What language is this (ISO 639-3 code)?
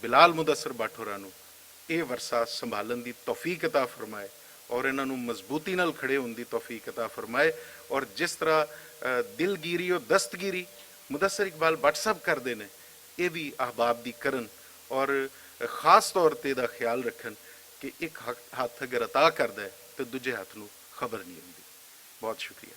lah